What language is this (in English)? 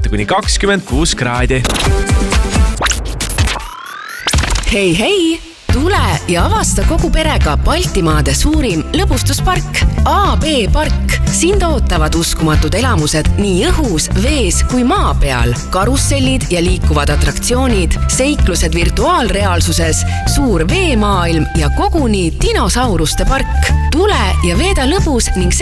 Estonian